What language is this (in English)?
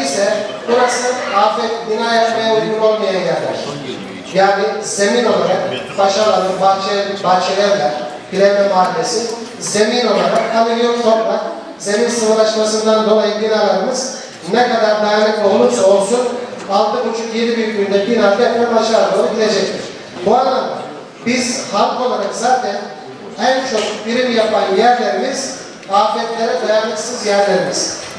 Turkish